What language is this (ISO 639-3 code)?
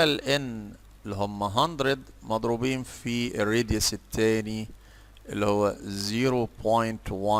arz